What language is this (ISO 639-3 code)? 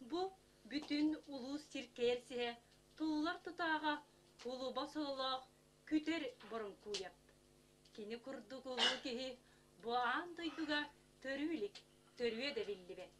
sah